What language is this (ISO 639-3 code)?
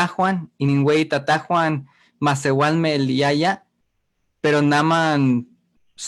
nhe